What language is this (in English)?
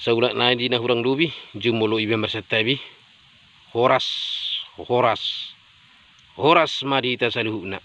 Batak Toba